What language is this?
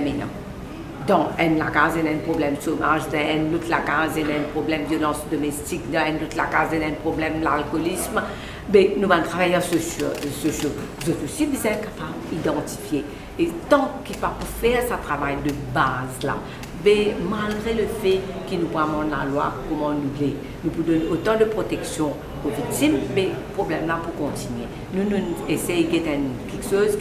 Morisyen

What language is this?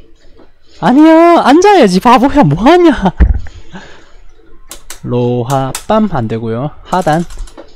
Korean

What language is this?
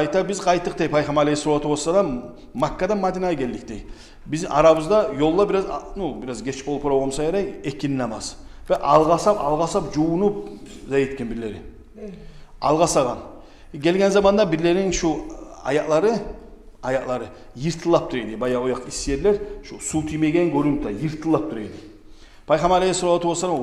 Kumyk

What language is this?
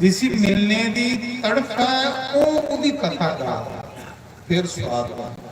Dogri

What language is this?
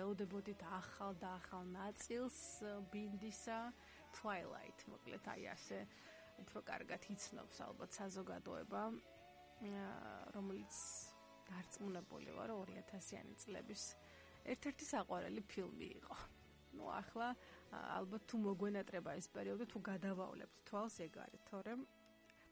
Georgian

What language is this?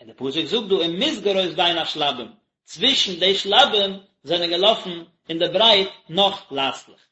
Yiddish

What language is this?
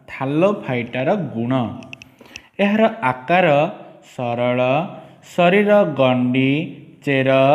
Odia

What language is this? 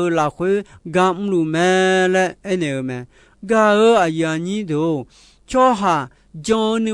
Akha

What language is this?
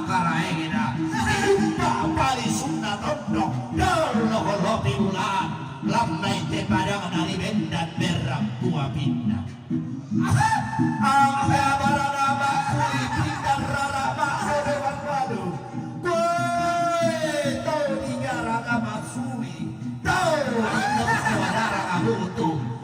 Toraja-Sa'dan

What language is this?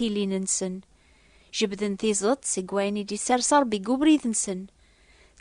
Kabyle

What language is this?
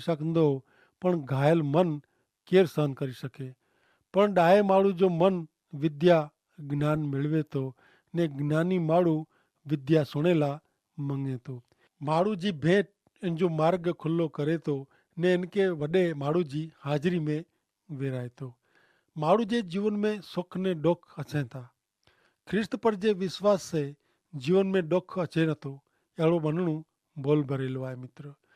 Kachhi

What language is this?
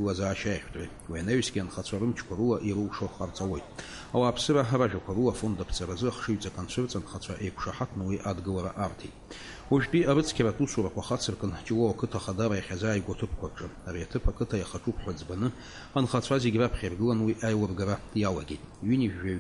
Abkhazian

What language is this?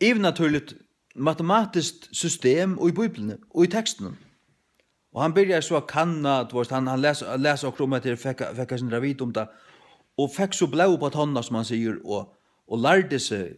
Faroese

